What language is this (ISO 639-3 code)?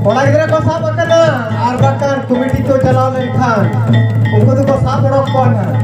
sat